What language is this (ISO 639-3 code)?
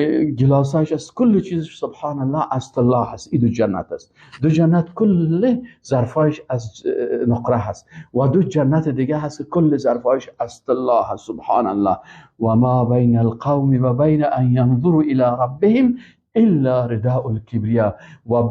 fas